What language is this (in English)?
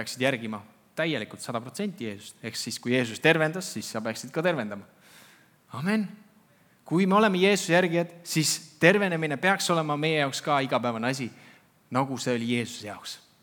Estonian